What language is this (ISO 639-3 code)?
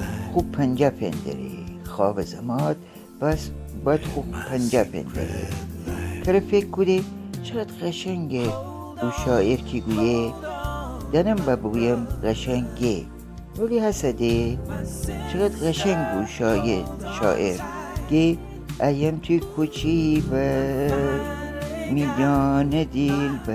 glk